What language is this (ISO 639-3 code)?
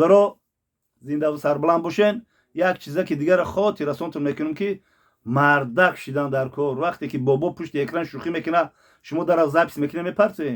tgk